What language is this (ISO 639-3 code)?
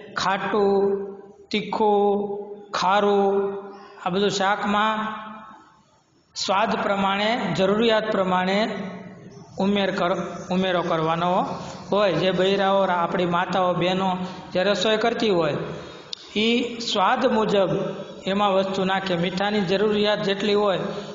guj